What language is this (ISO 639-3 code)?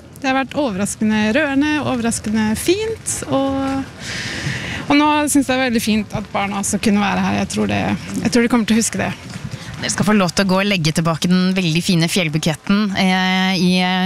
nor